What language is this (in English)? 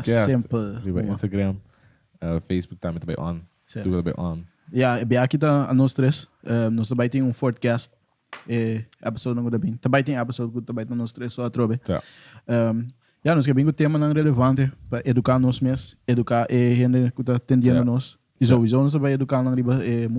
Papiamento